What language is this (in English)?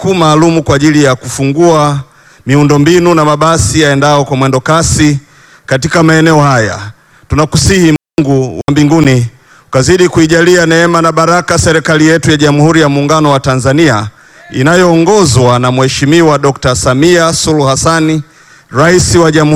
Swahili